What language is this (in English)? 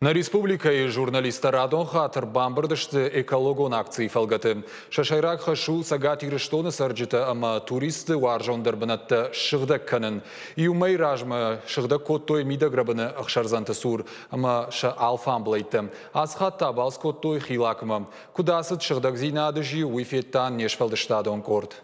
Ossetic